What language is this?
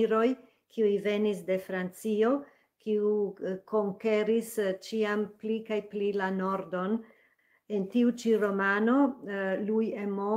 Esperanto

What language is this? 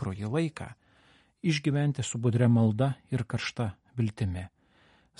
Lithuanian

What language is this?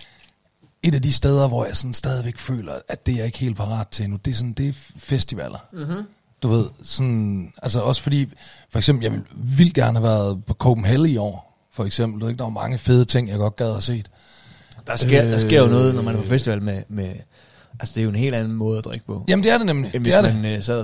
Danish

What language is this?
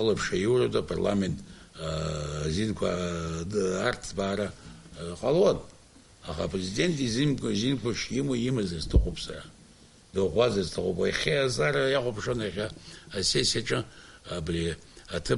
Abkhazian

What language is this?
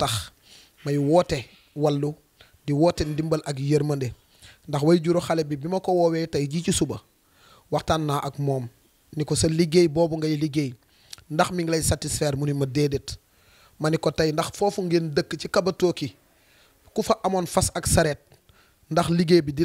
Wolof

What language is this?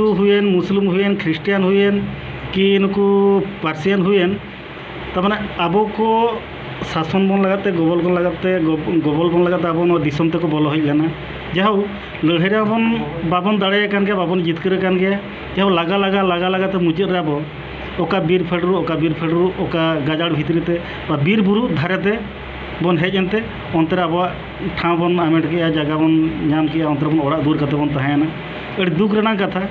Santali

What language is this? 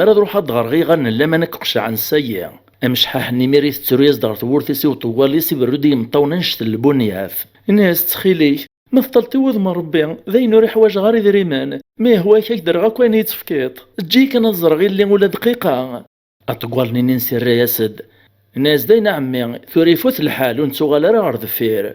Kabyle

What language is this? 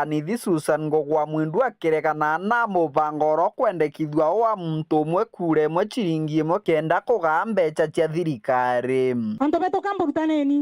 Meru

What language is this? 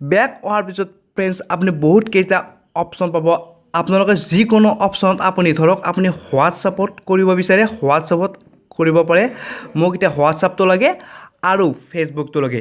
Assamese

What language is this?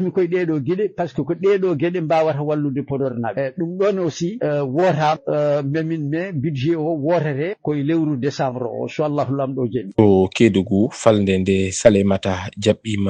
Fula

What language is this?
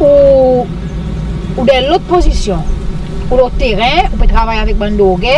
Seselwa Creole French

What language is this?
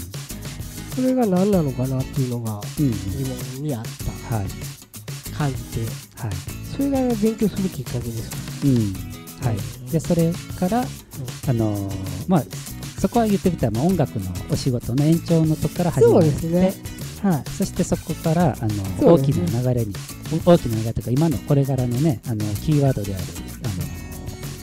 Japanese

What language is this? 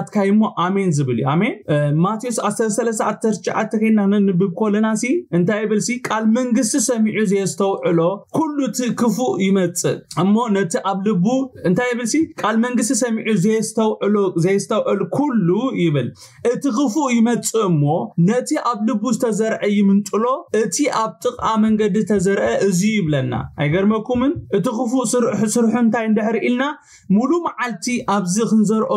Tigrinya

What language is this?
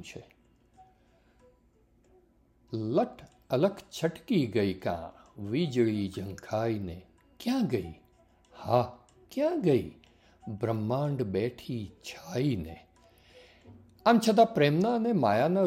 Gujarati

